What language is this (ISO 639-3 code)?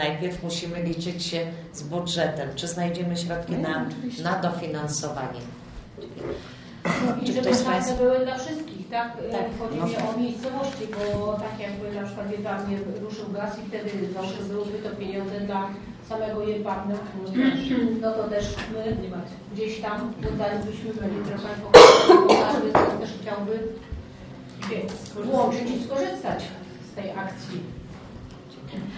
pol